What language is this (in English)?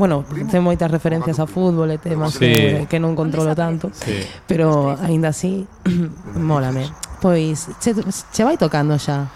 Galician